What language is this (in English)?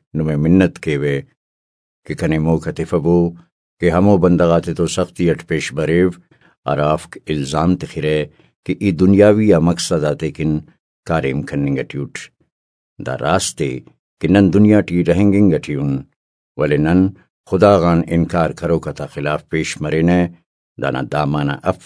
Brahui